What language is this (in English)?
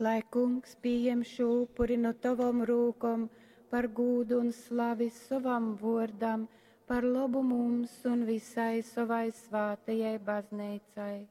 Latgalian